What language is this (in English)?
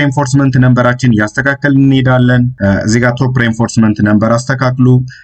Amharic